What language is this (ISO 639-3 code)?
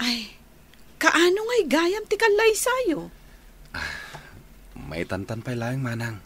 ilo